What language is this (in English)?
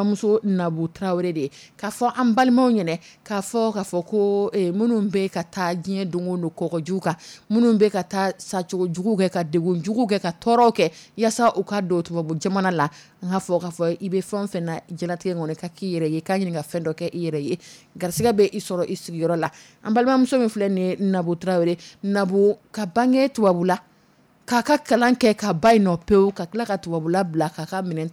Dyula